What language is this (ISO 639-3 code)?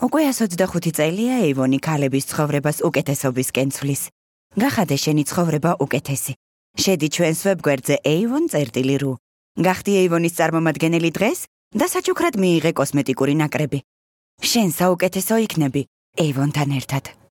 kat